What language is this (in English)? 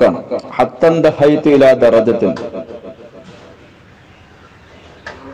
Malayalam